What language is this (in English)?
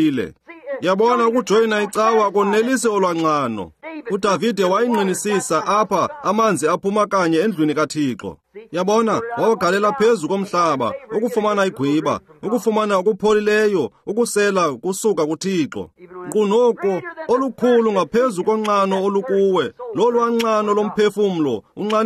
Xhosa